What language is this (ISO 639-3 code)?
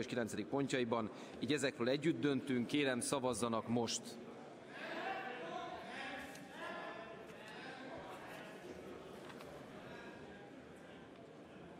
hun